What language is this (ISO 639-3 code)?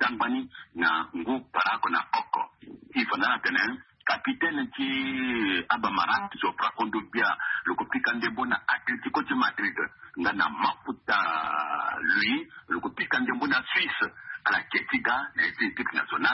sag